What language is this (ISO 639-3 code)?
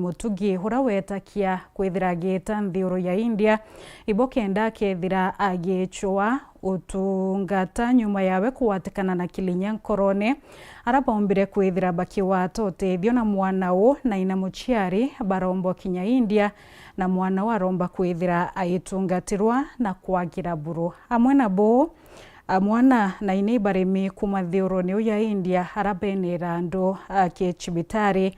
mer